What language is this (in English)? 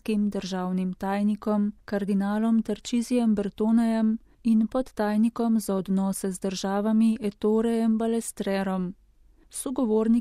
Slovenian